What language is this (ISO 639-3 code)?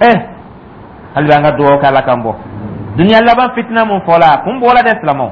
dyu